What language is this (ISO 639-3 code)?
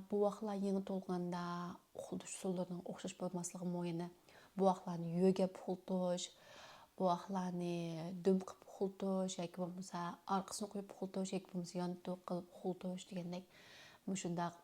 uig